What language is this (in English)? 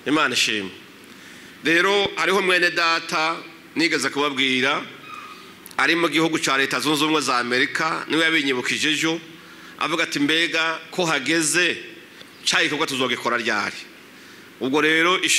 Rundi